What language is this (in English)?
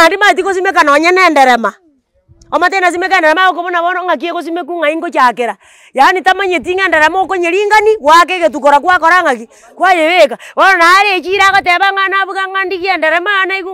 Gusii